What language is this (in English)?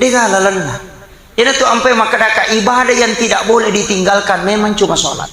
Buginese